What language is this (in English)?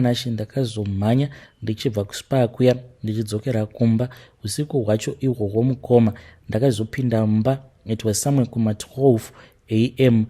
Shona